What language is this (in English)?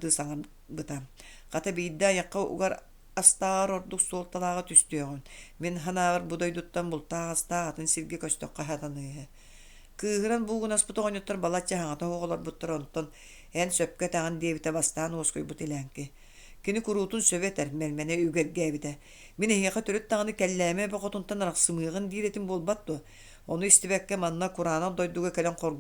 Yakut